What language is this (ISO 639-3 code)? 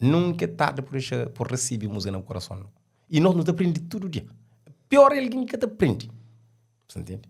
kea